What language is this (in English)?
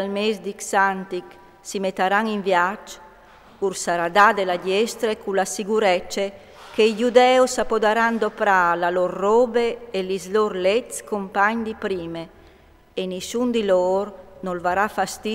Friulian